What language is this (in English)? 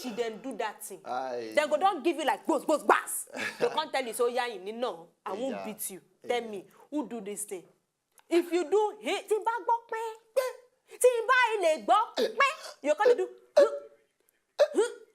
Nigerian Pidgin